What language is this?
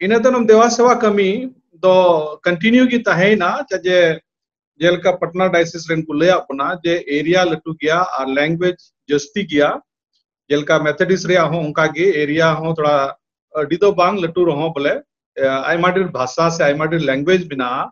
Santali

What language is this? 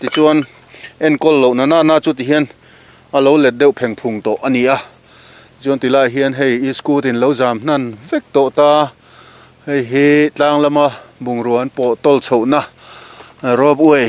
Mizo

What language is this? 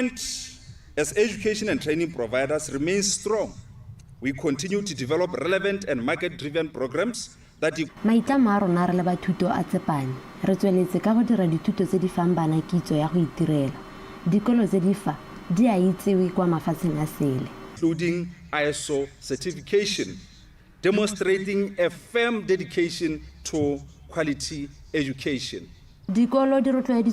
Tswana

